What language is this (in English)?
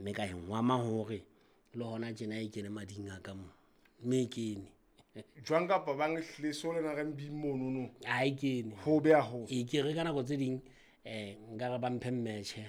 Southern Sotho